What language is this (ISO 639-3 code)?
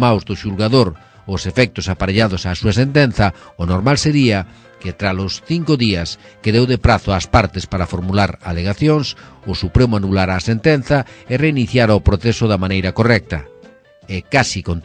glg